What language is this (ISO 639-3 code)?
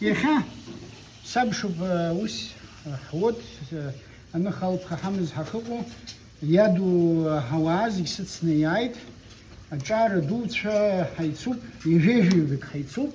abk